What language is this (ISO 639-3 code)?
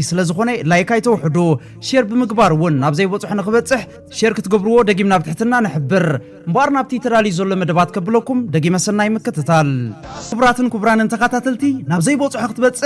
tir